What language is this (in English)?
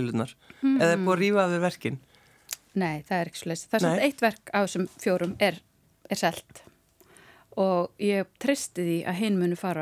Icelandic